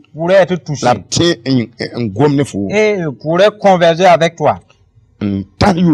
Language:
Mossi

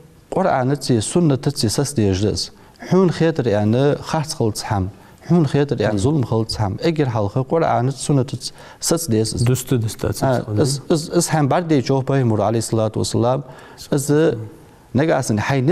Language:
Ingush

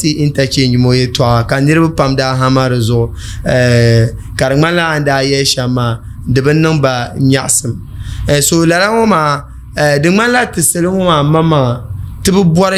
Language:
Dagbani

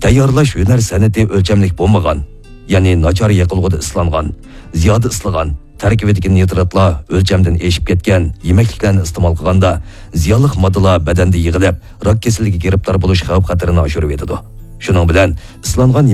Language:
Uyghur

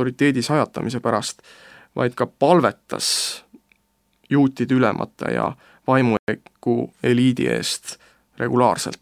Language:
Estonian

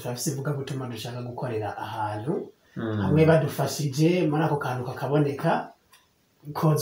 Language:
Rundi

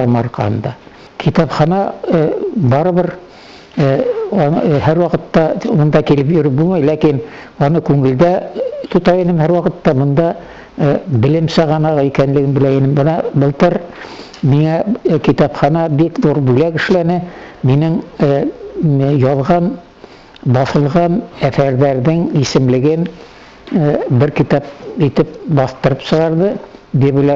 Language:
Bashkir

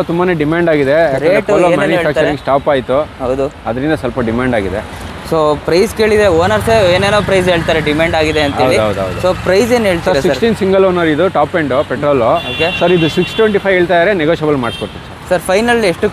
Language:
Kannada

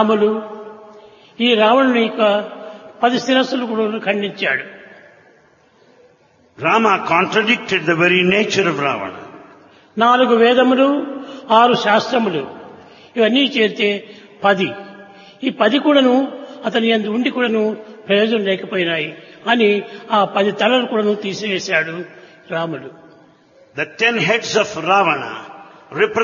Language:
Telugu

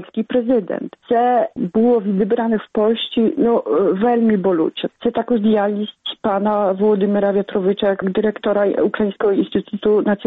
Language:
Ukrainian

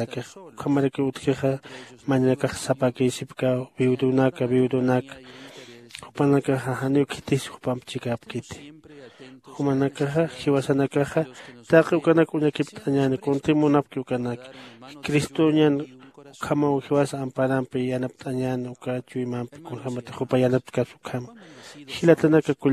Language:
Aymara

